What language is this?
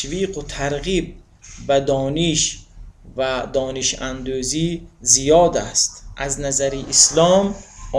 Tajik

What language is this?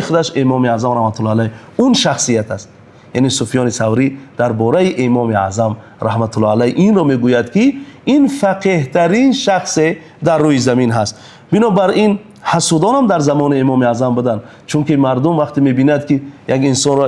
Tajik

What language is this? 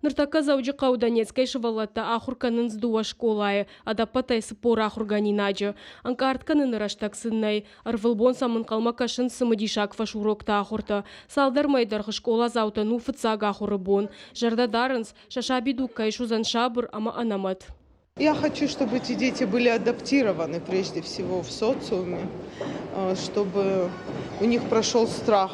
Ossetic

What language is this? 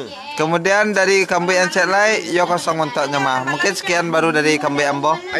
Minangkabau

